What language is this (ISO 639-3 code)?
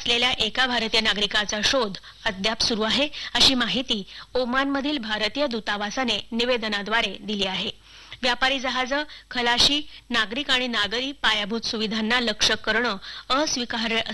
mar